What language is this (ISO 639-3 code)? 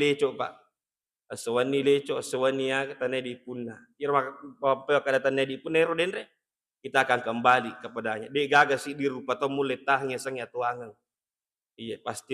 bug